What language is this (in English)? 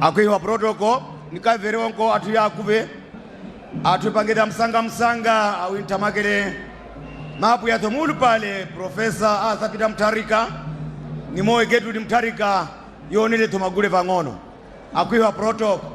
Nyanja